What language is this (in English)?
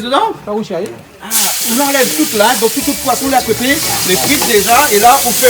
Réunion Creole French